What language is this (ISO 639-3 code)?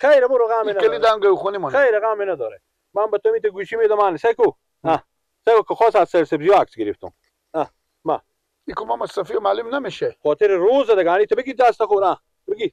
fas